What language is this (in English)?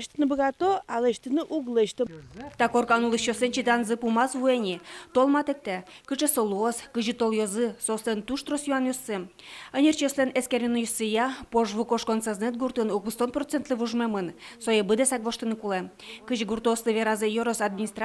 Udmurt